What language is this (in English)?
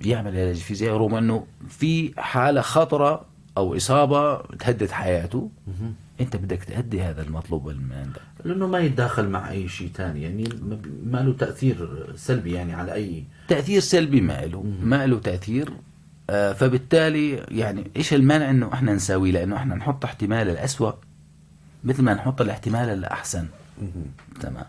North Levantine Arabic